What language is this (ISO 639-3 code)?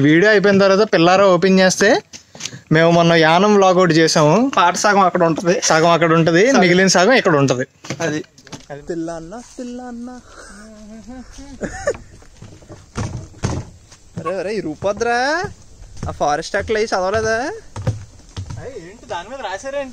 tel